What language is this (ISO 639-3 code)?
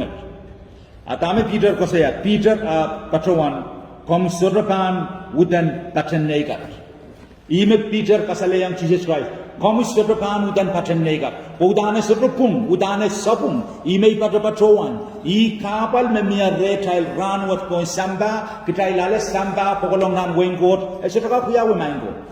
pon